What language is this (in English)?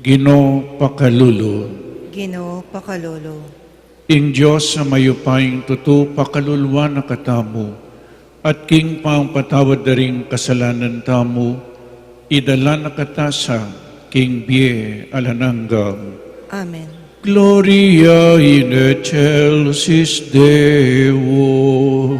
Pampanga